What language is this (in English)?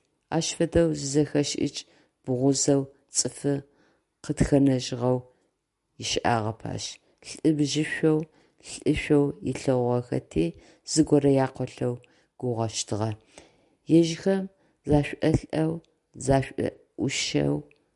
Adyghe